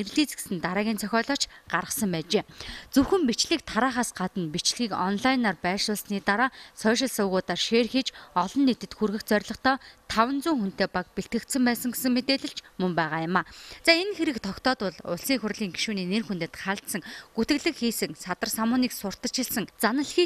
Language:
Mongolian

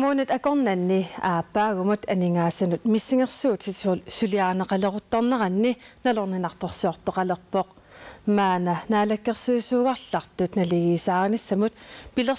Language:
Kalaallisut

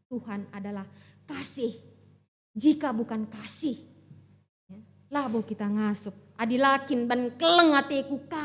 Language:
Batak Karo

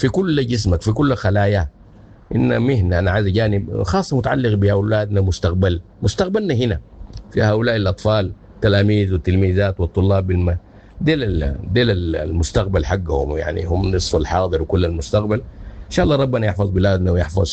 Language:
Sudanese Arabic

